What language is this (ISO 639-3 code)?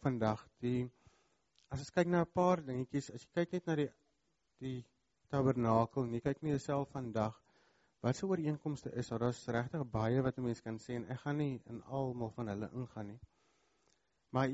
afr